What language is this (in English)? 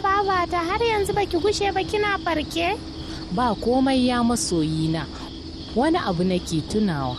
Hausa